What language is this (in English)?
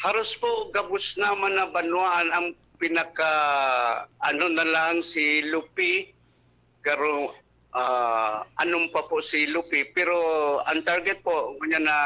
Bikol